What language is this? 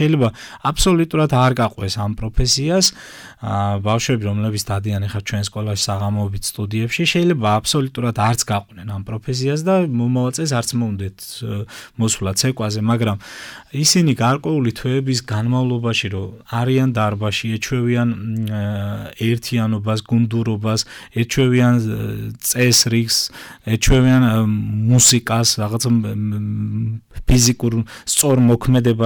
Georgian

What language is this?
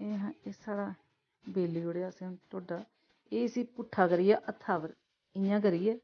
Dogri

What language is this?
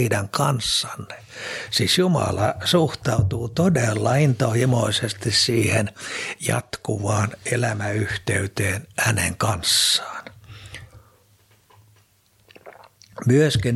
Finnish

